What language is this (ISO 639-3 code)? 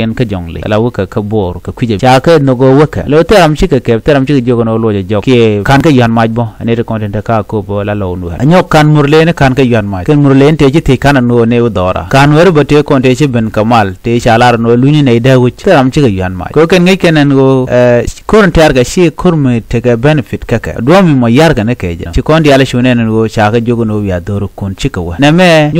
nus